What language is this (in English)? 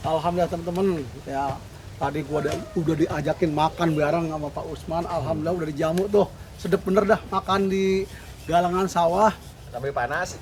Betawi